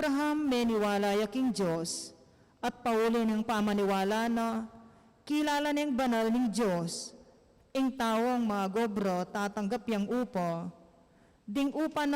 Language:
Pampanga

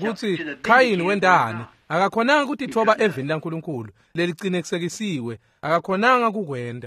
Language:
Swati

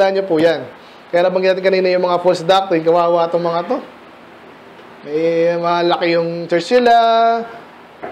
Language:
Filipino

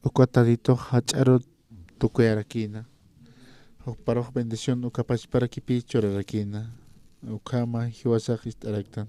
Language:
Aymara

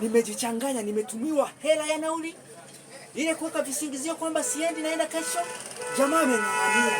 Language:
Swahili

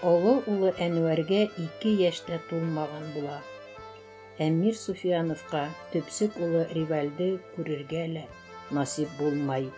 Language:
Bashkir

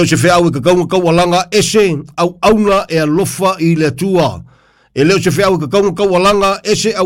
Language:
Samoan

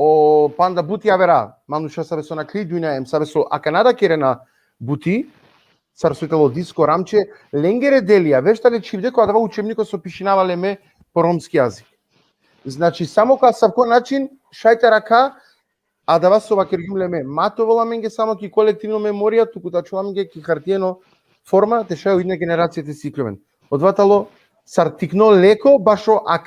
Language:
Balkan Romani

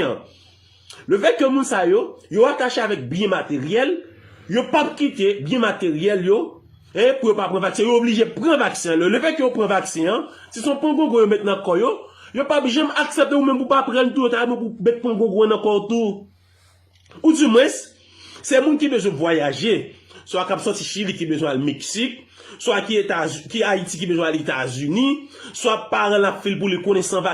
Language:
Haitian Creole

